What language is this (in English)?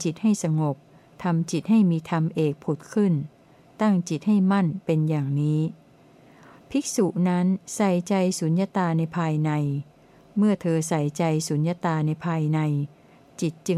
Thai